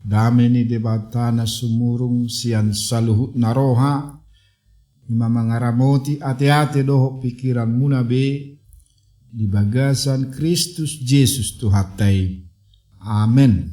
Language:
Batak Toba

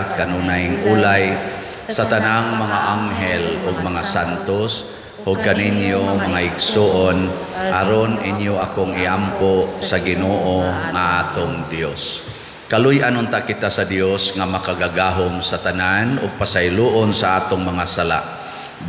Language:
Cebuano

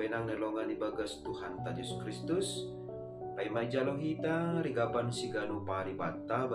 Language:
Batak Simalungun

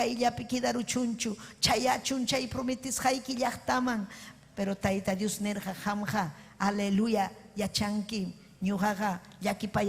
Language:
Ayacucho Quechua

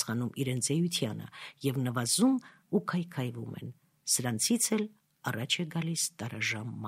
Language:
Armenian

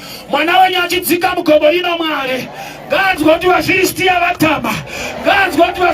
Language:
Shona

